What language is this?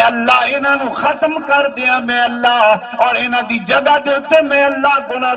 Saraiki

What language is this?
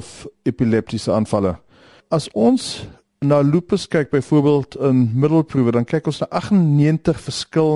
Afrikaans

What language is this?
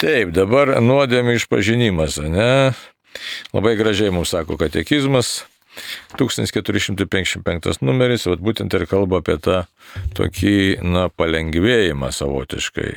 Lithuanian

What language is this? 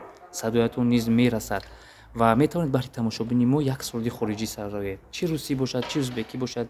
Tajik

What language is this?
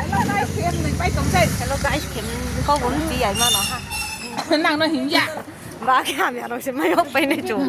Riang (India)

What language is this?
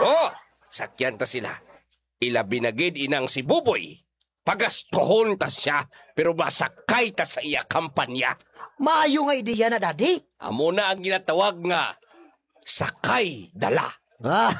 Hiligaynon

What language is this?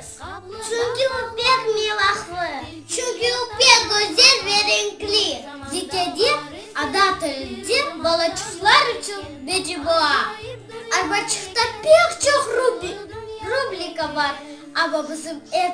Crimean Tatar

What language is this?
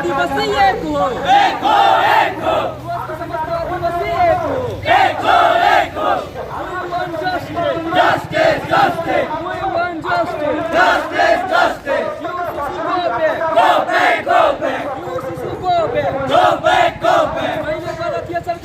Sadri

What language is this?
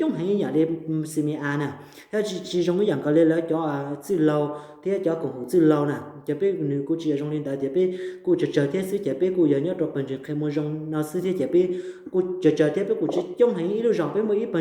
Hmong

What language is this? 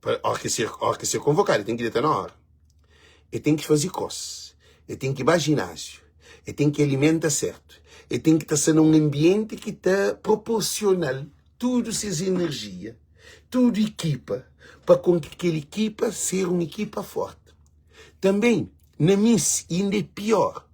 Kabuverdianu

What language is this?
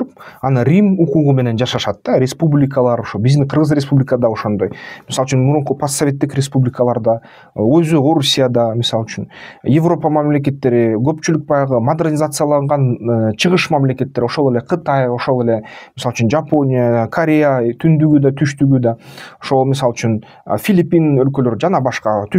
Kyrgyz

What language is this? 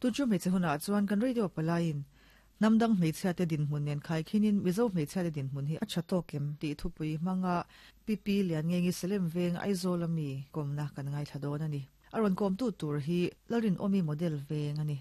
Mizo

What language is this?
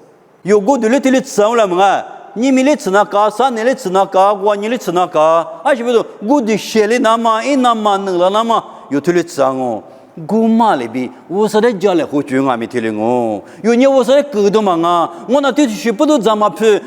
Lisu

